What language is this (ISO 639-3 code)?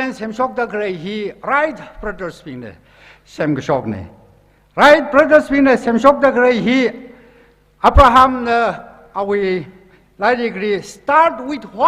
nmf